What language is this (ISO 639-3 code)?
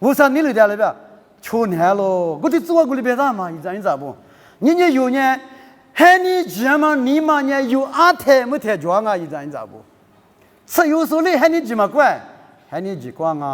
lis